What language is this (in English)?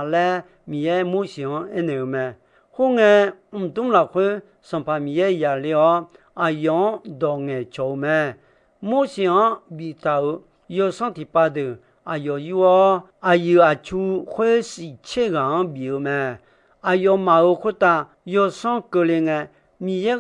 Akha